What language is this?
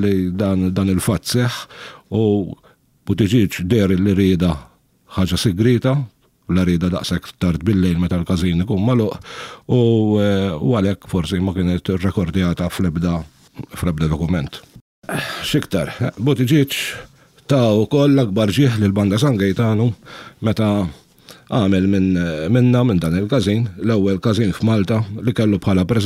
Maltese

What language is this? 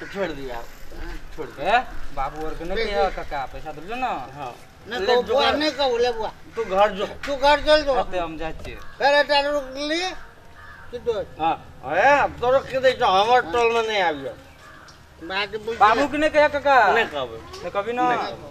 Maithili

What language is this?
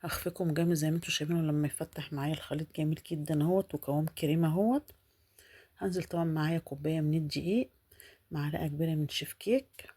Egyptian Arabic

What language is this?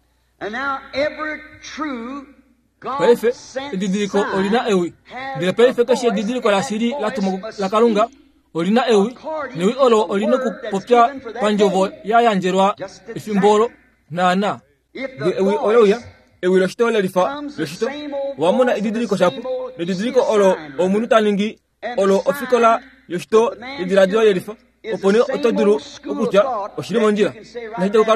Kuanyama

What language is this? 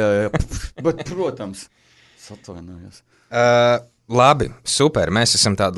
Latvian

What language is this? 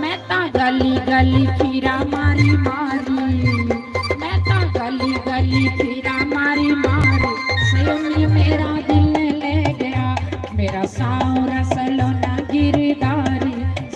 Dogri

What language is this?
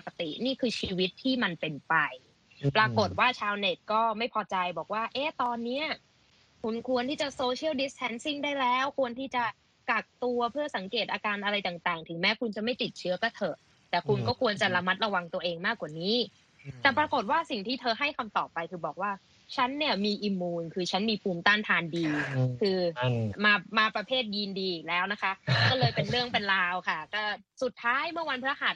Thai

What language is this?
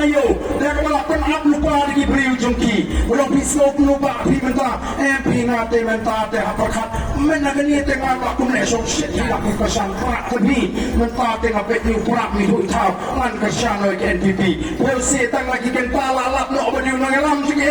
Khasi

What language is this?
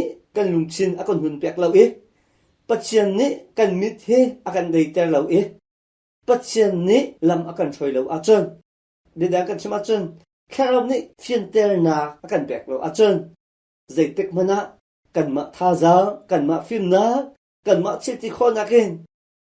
Hakha Chin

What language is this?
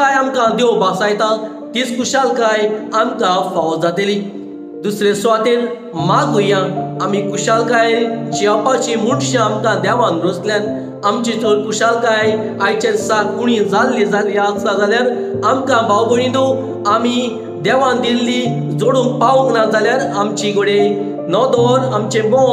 Konkani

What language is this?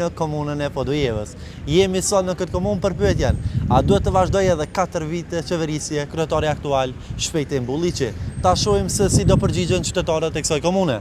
Albanian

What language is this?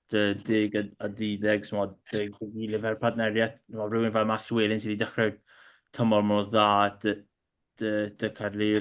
Welsh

